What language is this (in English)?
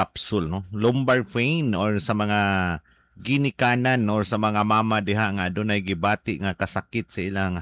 Cebuano